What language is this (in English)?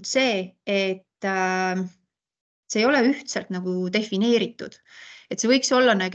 Estonian